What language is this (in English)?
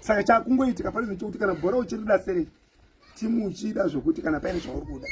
Shona